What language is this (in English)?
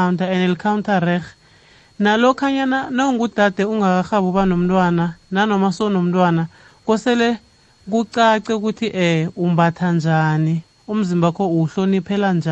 South Ndebele